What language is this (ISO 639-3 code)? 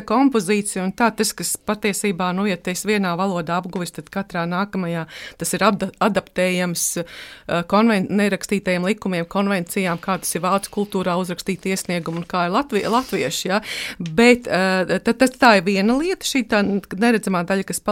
lav